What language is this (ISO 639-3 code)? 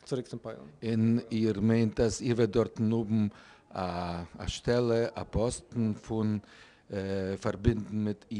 yid